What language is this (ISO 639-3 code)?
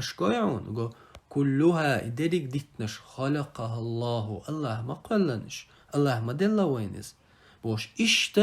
che